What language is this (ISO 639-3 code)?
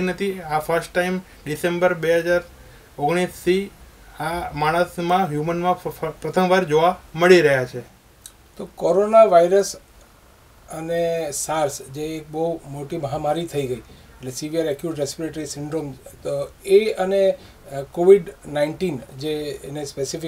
guj